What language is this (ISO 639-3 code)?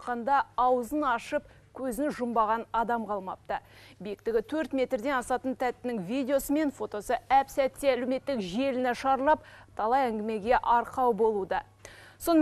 kaz